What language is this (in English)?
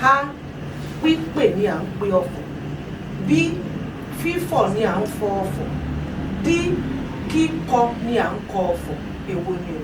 Yoruba